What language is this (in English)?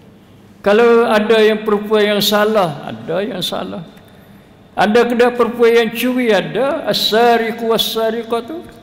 Malay